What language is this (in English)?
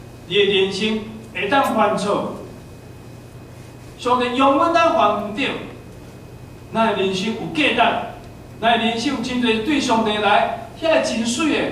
Min Nan Chinese